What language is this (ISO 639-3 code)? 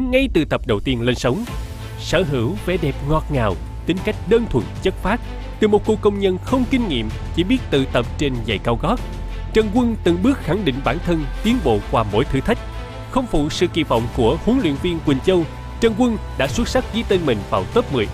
vie